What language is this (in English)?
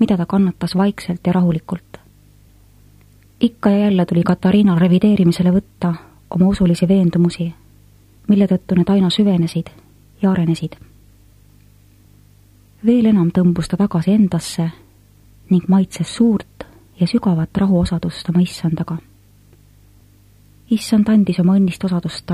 Estonian